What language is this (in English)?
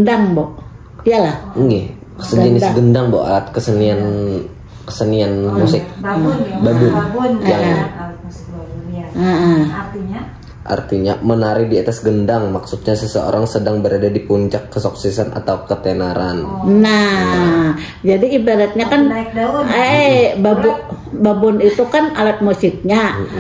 Banjar